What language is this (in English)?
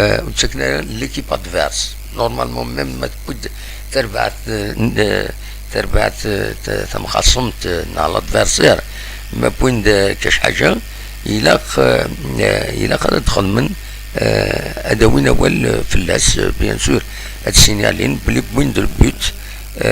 Kabyle